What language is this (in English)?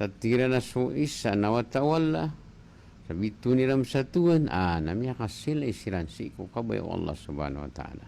Maranao